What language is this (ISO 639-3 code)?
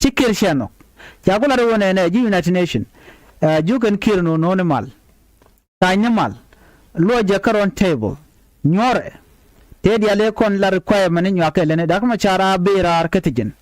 nus